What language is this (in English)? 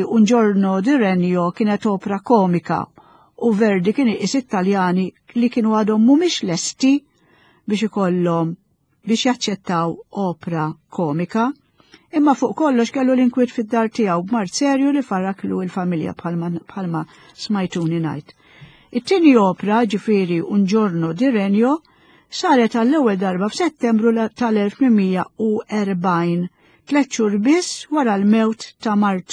Maltese